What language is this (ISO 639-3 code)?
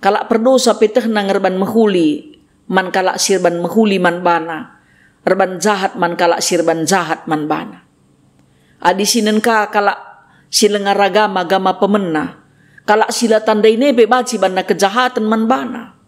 btx